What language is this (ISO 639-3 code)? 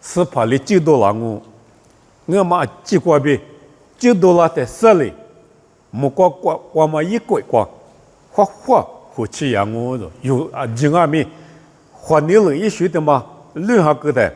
lis